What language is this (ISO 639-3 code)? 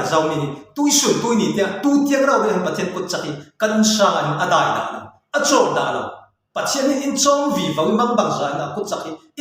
cfm